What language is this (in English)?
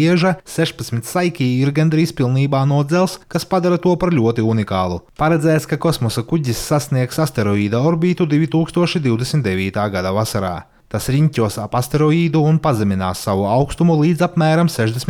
Latvian